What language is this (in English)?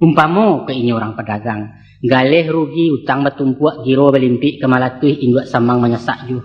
Minangkabau